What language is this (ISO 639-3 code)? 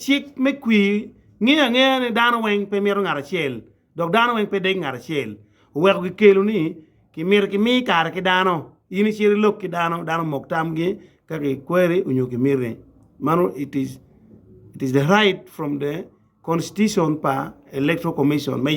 ach